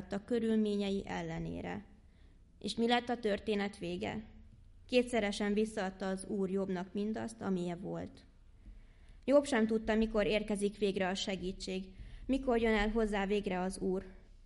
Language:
Hungarian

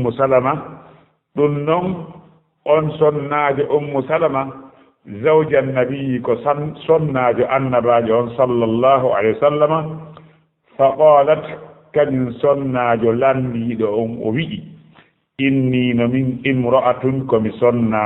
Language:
Fula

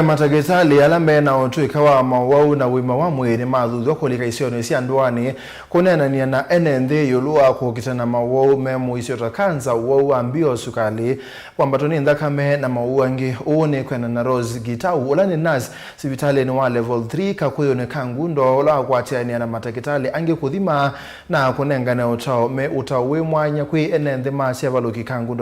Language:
Kamba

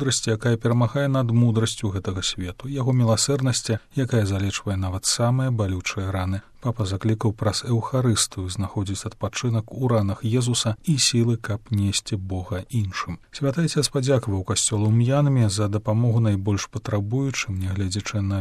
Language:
Belarusian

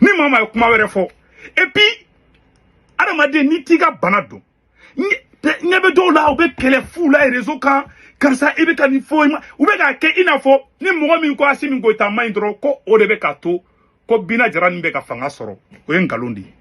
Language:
Bambara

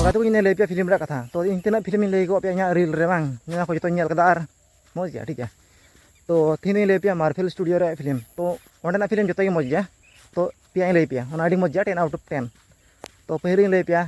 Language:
Santali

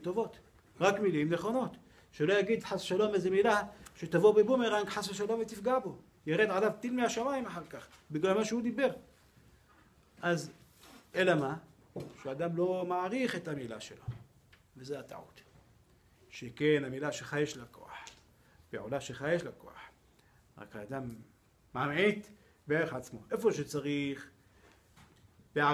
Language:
Hebrew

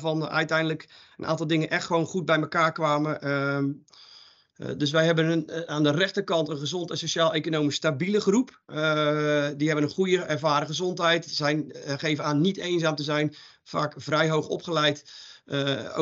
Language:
Dutch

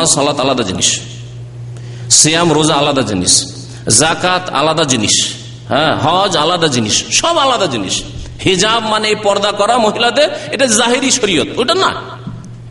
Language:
Bangla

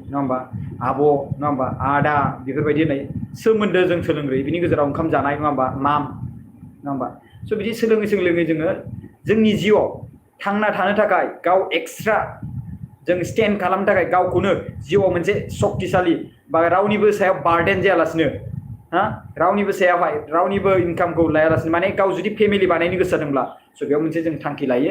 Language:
Bodo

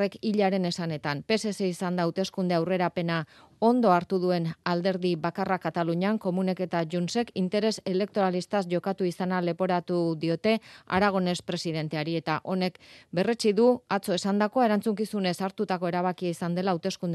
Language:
Basque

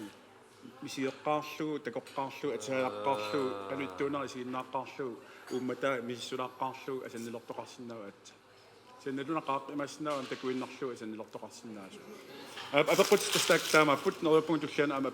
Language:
Kalaallisut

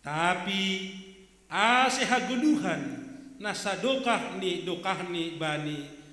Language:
Batak Simalungun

